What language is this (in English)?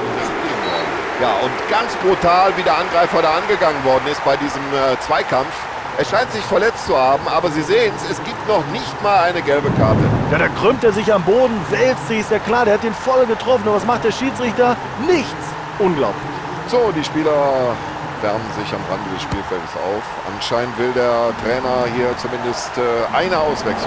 Bavarian